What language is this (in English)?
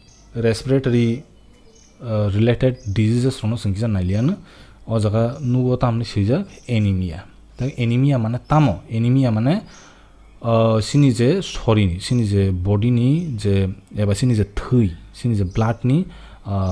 Kok Borok